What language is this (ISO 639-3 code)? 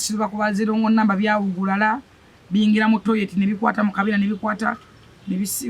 lug